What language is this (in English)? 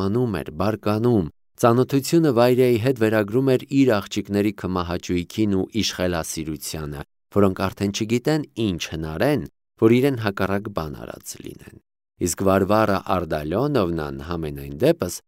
Armenian